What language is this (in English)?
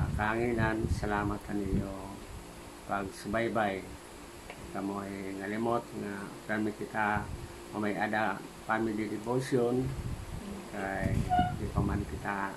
Waray